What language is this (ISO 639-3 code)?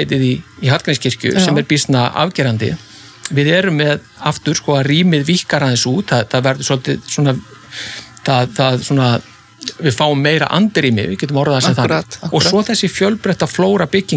isl